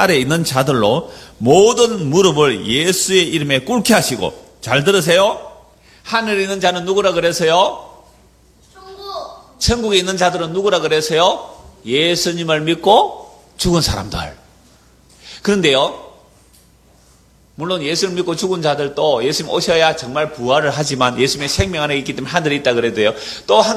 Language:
Korean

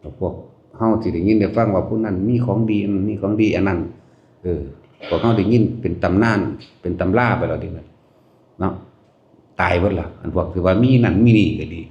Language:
Lao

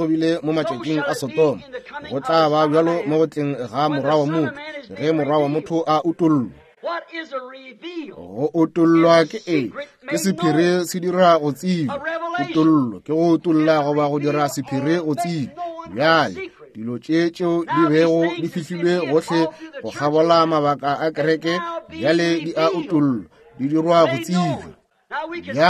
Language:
Northern Sotho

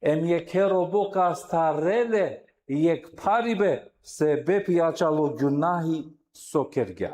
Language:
Balkan Romani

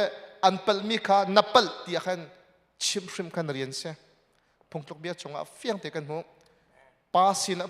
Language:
Hakha Chin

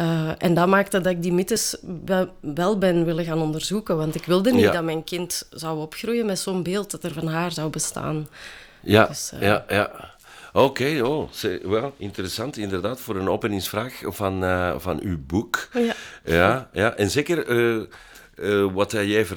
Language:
Dutch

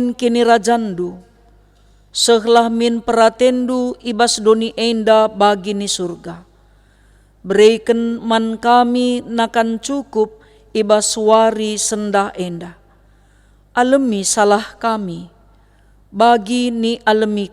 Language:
Batak Karo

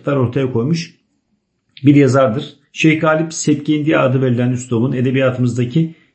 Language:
Turkish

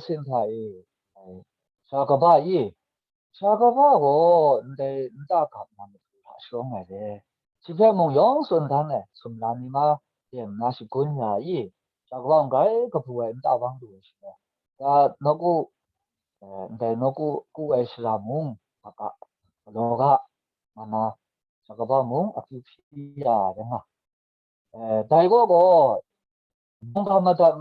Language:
Kachin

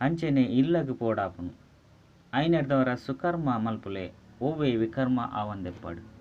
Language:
Tulu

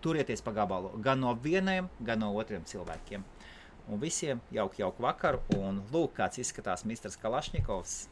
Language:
Latvian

